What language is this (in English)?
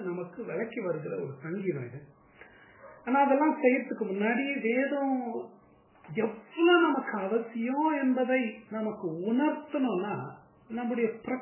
Tamil